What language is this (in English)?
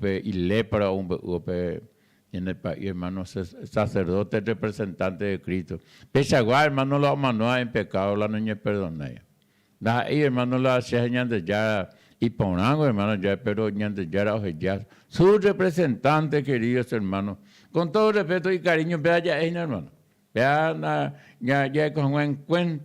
Guarani